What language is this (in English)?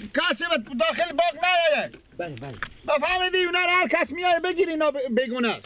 Persian